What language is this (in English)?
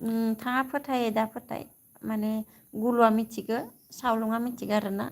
Bodo